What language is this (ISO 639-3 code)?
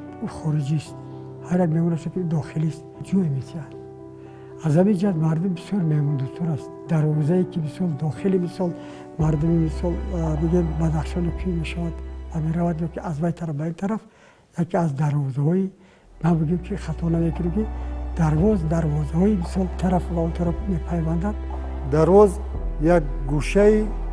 tgk